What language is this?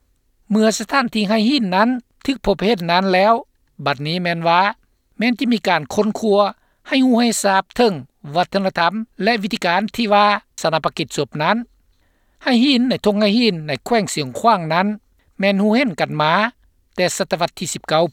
Lao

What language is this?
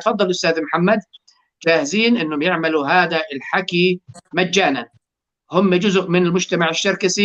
North Levantine Arabic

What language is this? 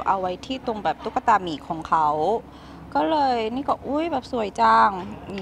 Thai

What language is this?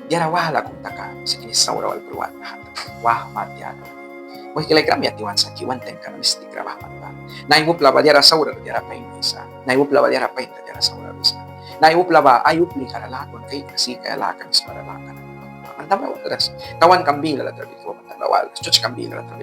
Mískito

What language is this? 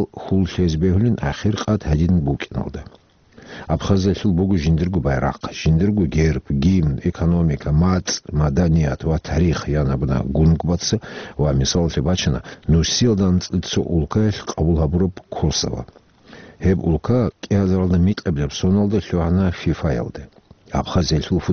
Avaric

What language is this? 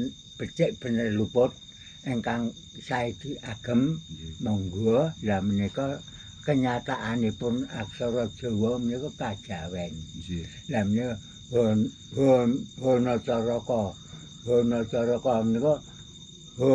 Javanese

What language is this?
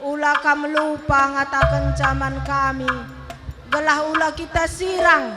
Batak Karo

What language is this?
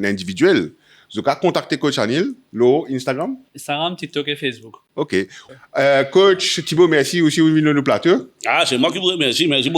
Morisyen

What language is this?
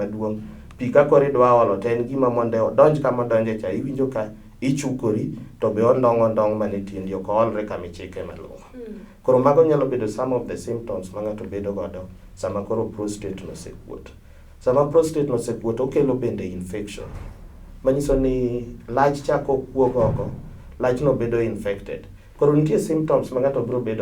Luo (Kenya and Tanzania)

